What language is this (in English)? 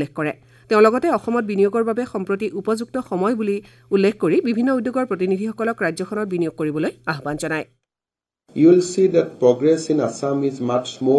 Assamese